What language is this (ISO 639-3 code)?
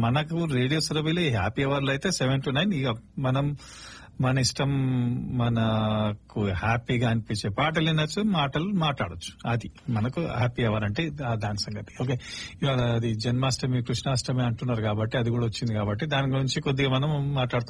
tel